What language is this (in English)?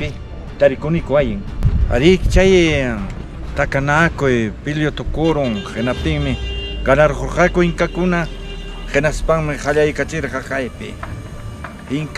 Ayacucho Quechua